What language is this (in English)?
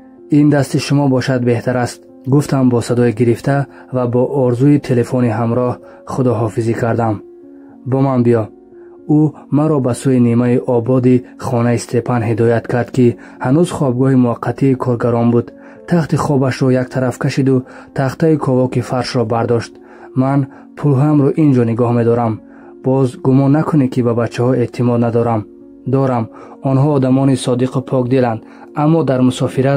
Tajik